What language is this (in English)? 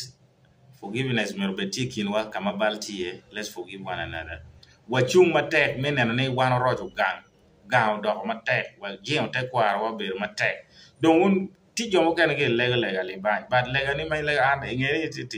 Acoli